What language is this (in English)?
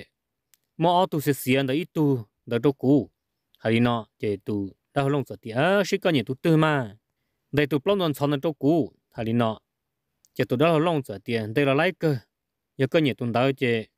Vietnamese